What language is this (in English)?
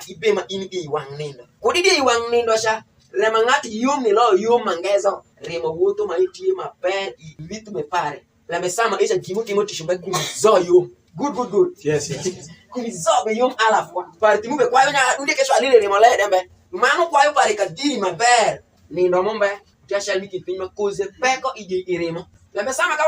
Alur